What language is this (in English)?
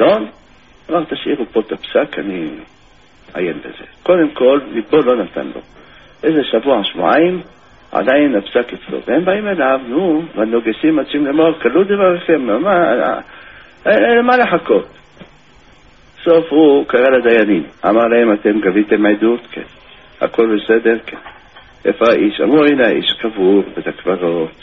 Hebrew